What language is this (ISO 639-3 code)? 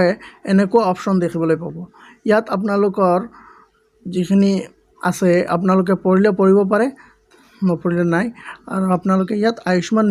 asm